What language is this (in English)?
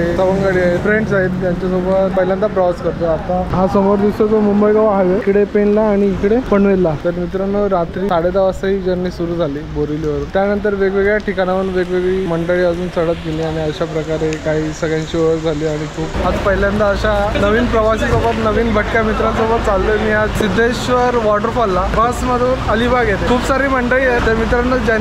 Marathi